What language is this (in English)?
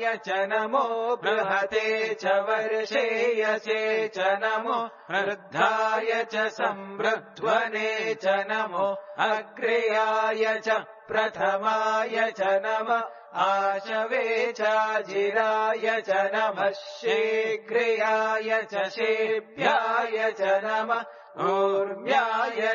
Sanskrit